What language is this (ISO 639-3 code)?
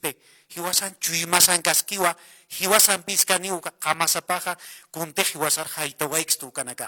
aym